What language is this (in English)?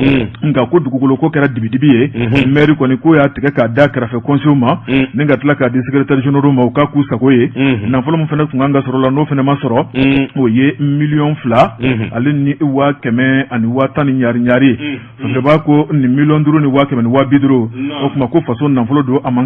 Bambara